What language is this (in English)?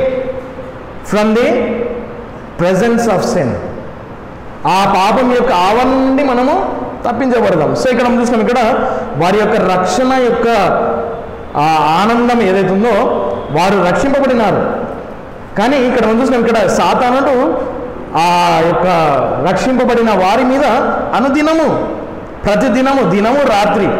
Telugu